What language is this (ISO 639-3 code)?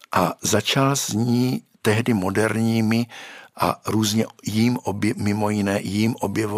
ces